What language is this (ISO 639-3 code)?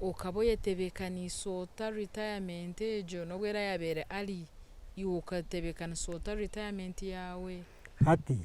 nyn